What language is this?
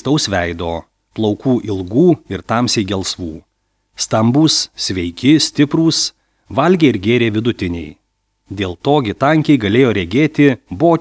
Lithuanian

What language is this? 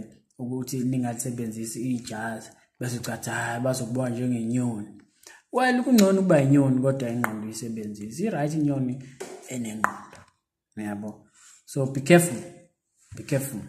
Zulu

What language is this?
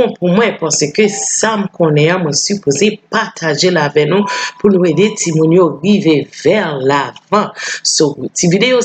Haitian Creole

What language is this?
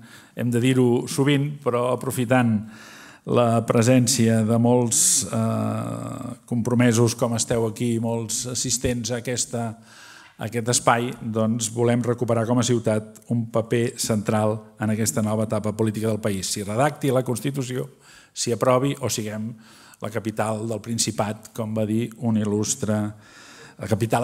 Catalan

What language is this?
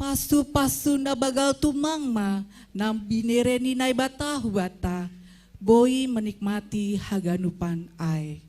Batak Simalungun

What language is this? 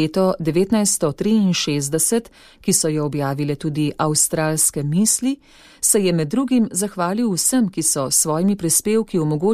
Slovenian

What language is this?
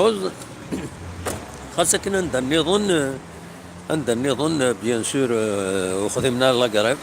Kabyle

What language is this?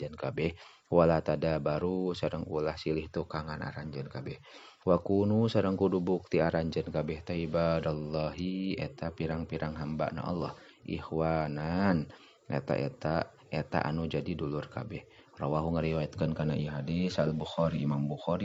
Sundanese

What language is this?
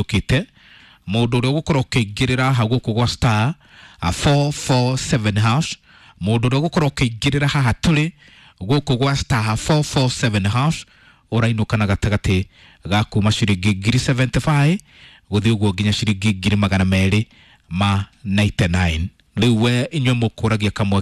Kikuyu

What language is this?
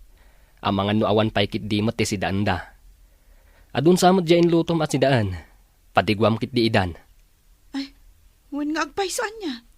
Iloko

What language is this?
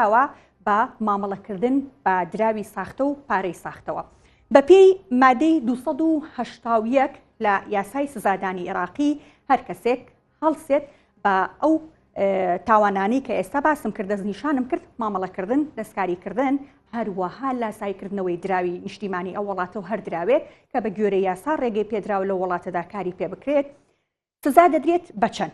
Central Kurdish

